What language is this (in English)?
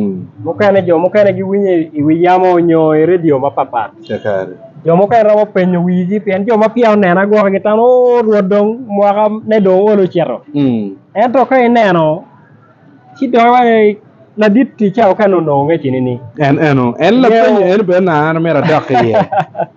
Acoli